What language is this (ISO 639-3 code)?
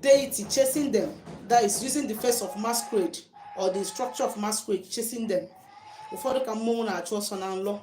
ibo